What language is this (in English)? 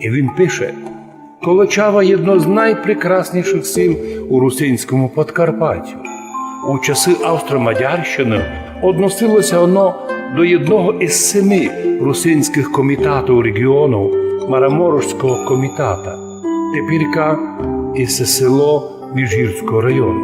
Rusyn